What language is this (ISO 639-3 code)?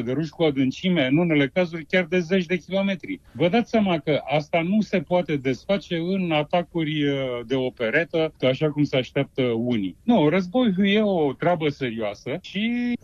ron